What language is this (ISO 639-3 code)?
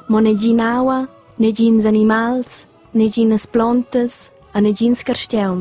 roh